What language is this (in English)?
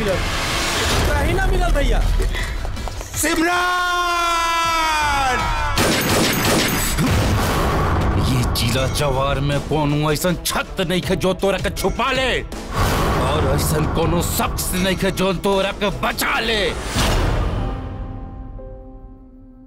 Bhojpuri